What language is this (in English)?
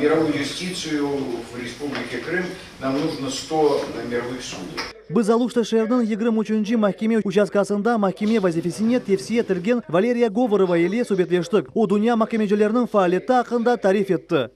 Crimean Tatar